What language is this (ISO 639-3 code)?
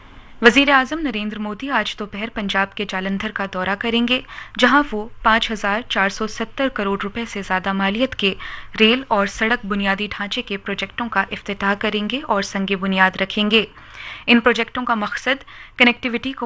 urd